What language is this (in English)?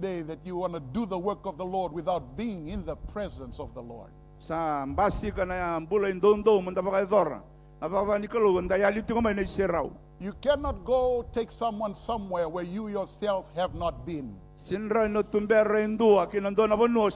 Fijian